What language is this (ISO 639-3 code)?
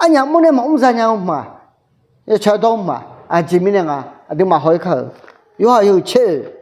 ahk